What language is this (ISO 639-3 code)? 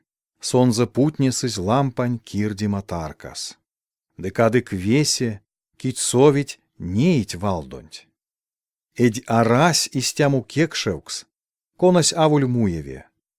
myv